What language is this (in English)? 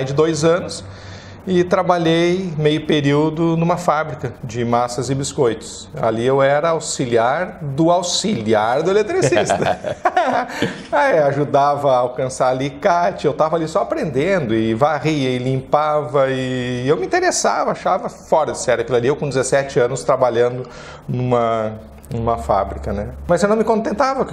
Portuguese